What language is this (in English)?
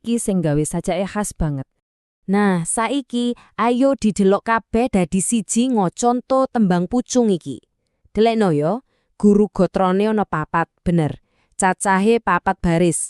Javanese